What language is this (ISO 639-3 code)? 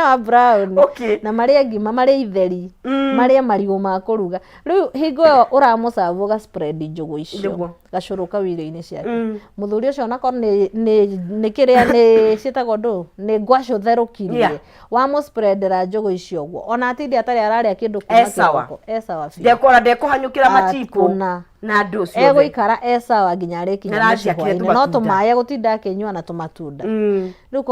kik